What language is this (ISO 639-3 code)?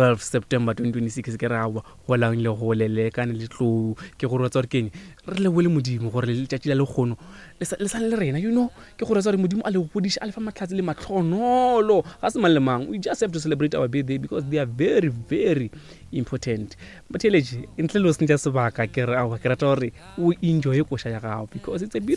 nso